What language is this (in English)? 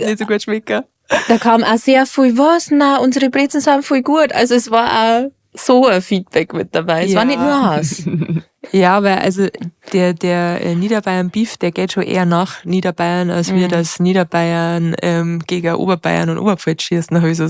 Bavarian